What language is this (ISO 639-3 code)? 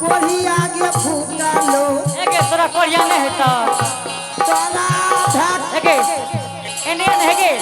anp